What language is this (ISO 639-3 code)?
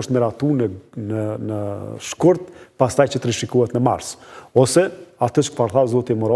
sqi